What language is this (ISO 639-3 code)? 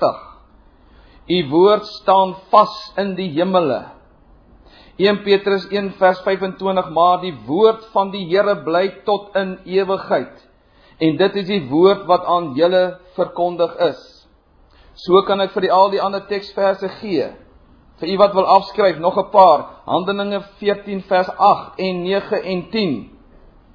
afr